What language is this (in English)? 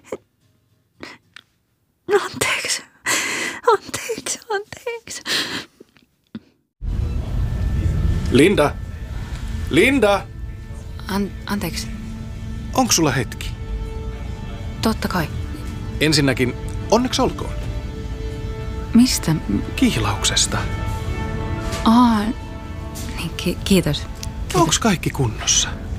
Finnish